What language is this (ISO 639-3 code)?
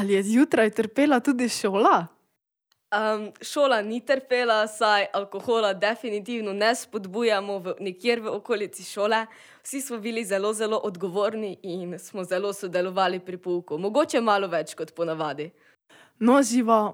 slv